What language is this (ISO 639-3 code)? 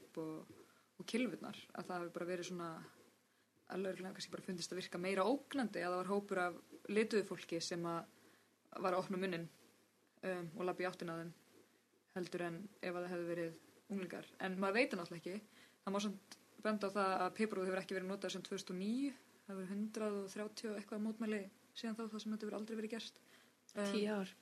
isl